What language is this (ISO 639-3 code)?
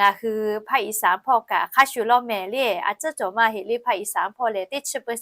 lhu